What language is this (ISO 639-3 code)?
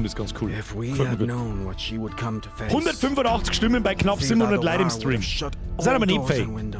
bar